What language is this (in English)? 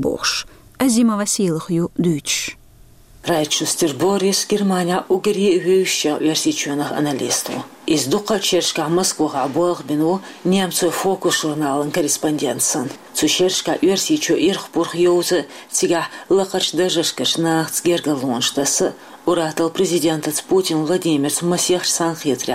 Chechen